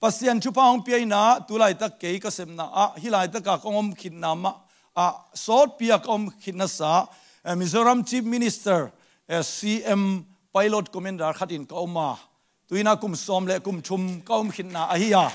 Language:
Tedim Chin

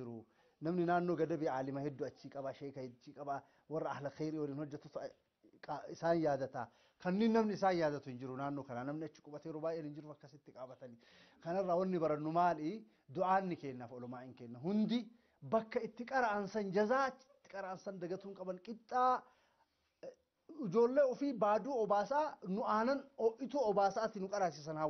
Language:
Oromo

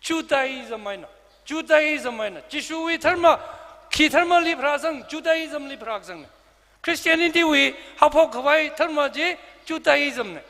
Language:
Tangkhul Naga (India)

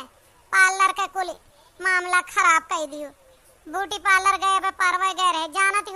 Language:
Awadhi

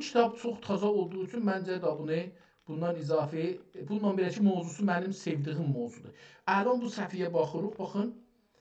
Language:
South Azerbaijani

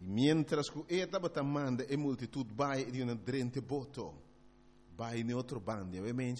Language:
Papiamento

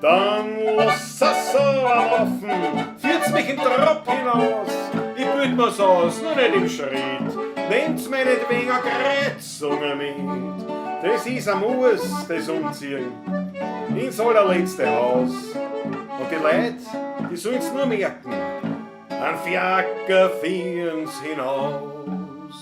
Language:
Bavarian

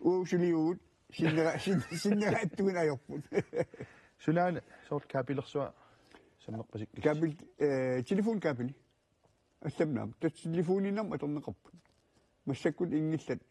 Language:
Kalaallisut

